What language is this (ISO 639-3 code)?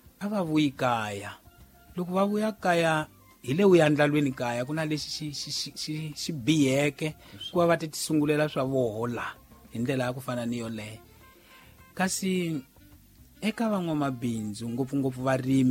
tso